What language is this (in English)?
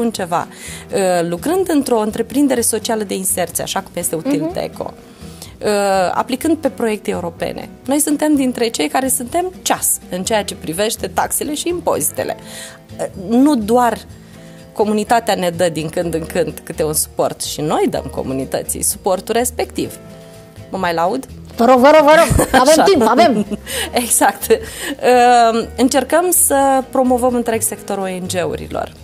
Romanian